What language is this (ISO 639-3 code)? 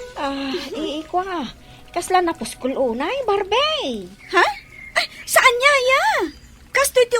ilo